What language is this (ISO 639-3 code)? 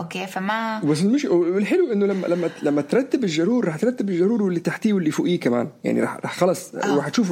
apc